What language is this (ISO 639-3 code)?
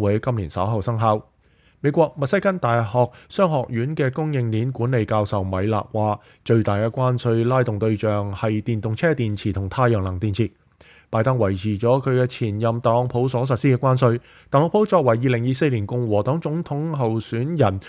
yue